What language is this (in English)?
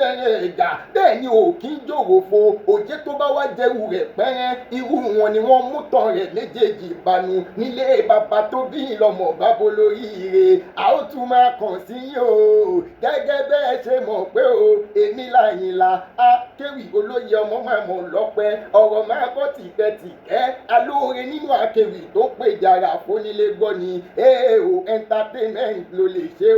Yoruba